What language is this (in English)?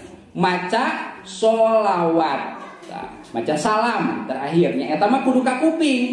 Sundanese